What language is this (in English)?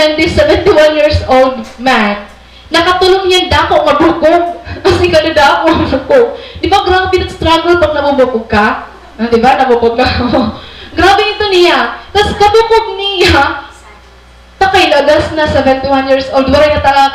Waray